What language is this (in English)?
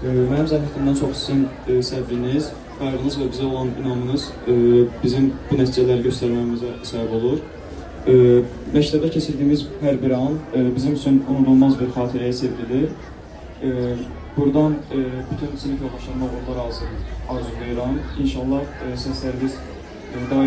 Azerbaijani